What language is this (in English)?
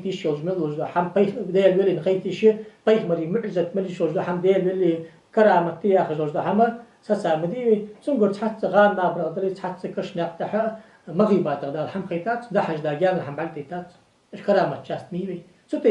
Ingush